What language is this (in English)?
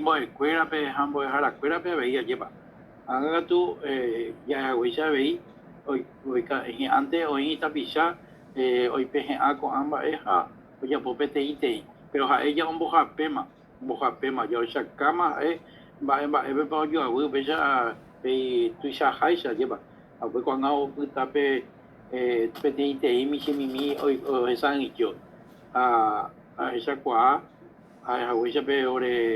Guarani